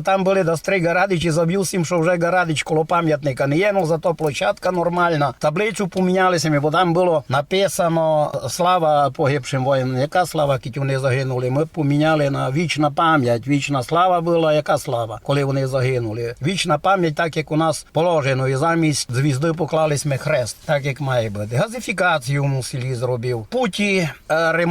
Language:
Rusyn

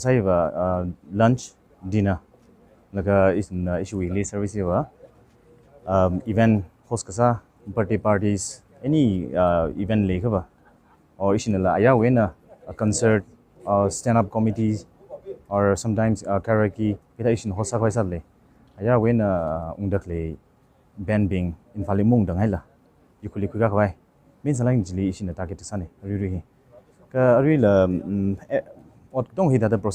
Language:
Tangkhul Naga (India)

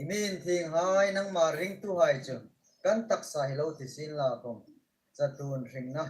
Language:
Hmar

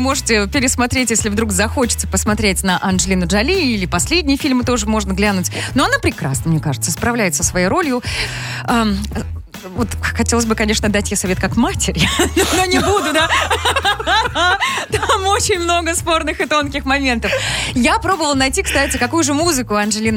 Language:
Russian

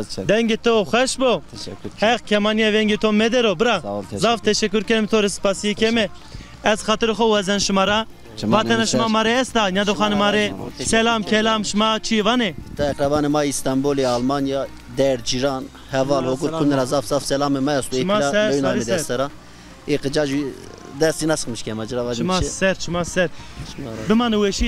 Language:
Zaza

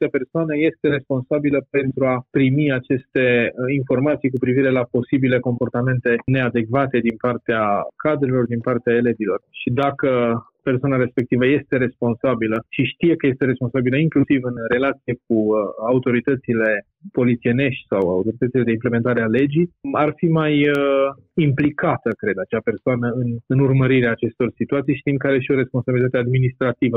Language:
Romanian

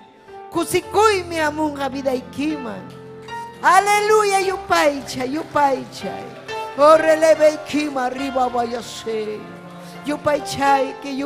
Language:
Ayacucho Quechua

